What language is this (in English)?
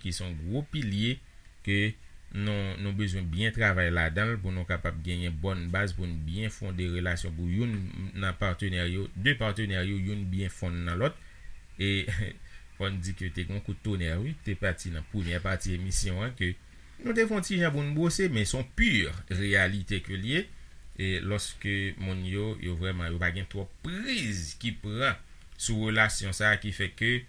Haitian Creole